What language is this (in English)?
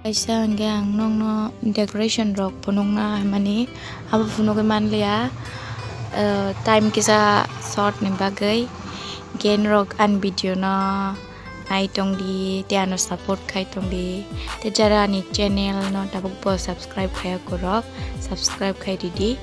Kok Borok